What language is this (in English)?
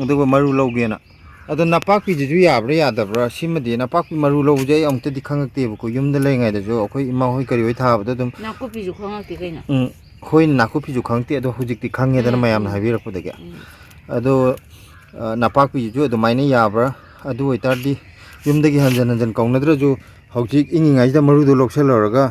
Manipuri